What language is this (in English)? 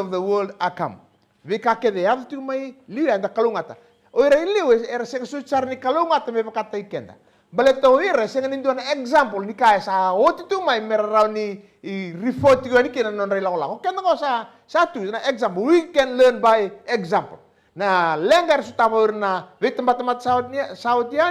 Fijian